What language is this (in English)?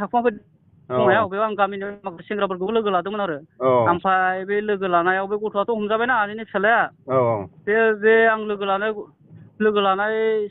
Bodo